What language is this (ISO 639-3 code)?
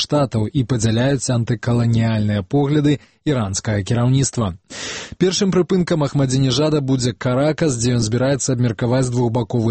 bel